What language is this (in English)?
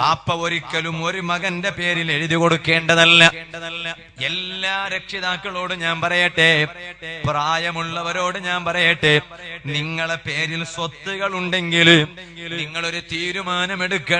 Malayalam